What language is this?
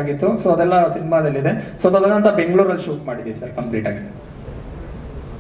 Kannada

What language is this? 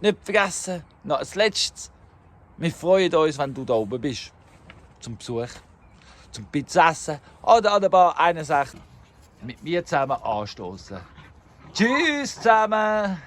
Swiss German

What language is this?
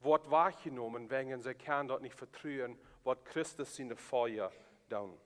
Plautdietsch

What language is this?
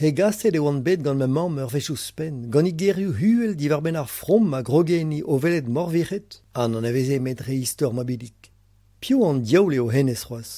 Breton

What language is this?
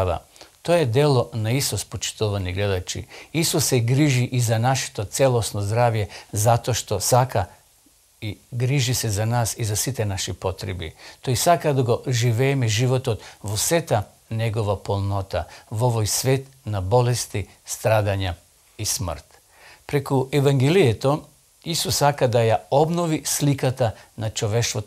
Macedonian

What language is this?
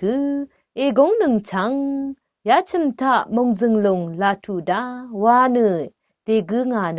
Rawang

